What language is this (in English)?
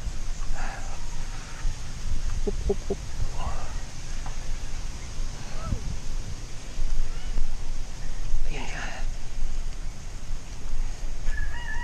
Filipino